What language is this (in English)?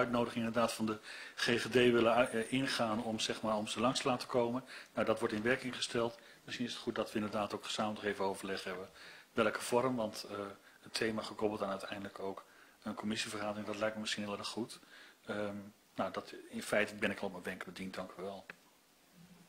Dutch